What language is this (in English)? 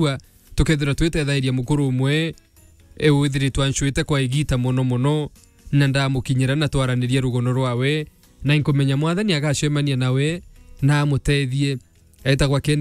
Meru